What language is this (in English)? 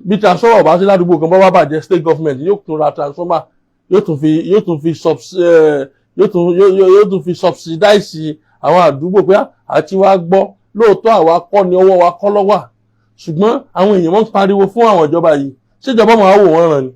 Yoruba